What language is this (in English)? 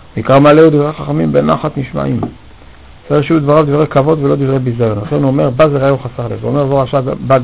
Hebrew